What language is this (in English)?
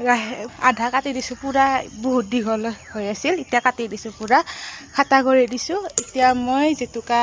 Assamese